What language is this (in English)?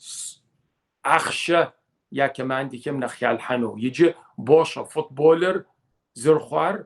Kabardian